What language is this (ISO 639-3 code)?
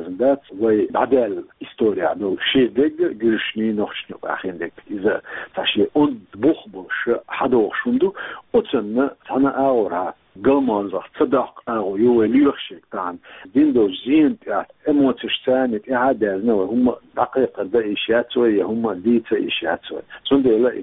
che